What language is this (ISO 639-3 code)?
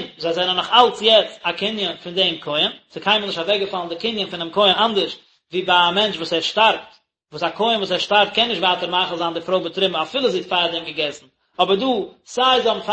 yid